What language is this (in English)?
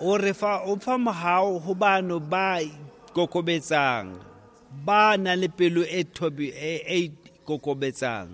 Tswana